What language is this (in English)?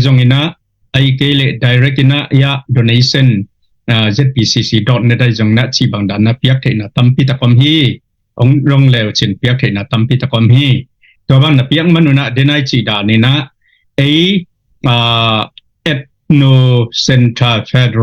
Tedim Chin